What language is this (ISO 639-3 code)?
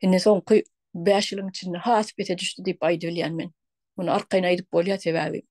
tuk